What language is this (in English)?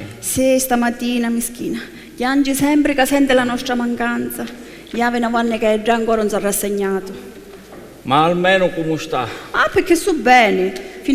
Sicilian